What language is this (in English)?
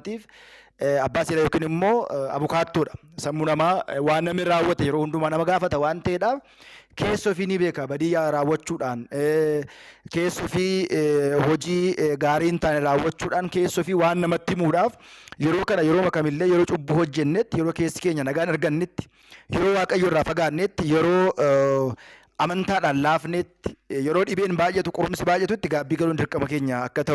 Oromo